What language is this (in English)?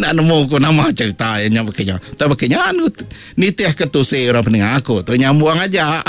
Iban